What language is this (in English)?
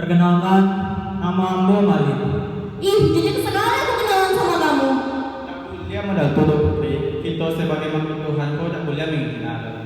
Minangkabau